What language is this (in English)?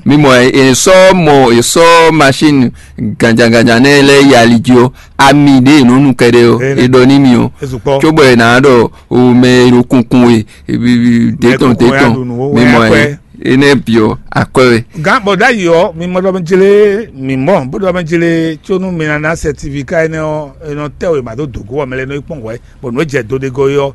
Fon